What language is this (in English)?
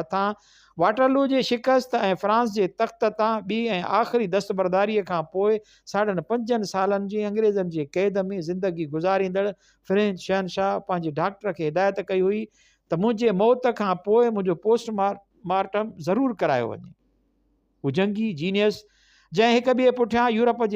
Sindhi